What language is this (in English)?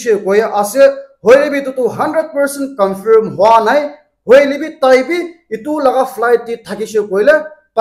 Naga Pidgin